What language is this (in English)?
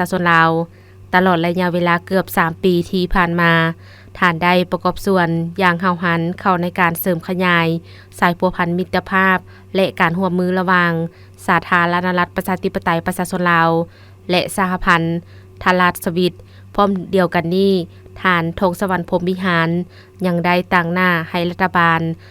Lao